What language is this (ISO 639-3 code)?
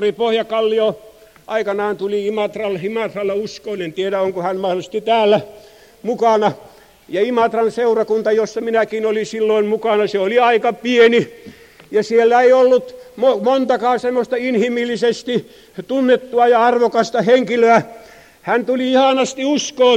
fin